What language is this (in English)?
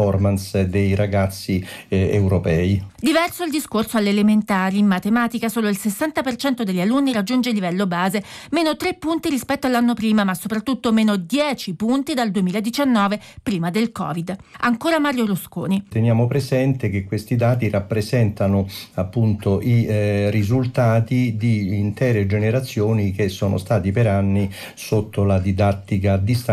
Italian